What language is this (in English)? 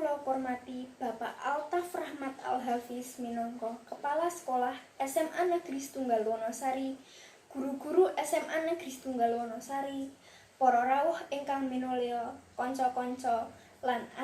Javanese